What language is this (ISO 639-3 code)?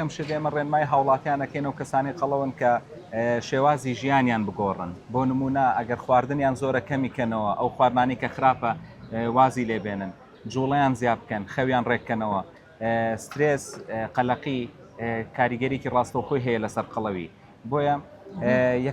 ckb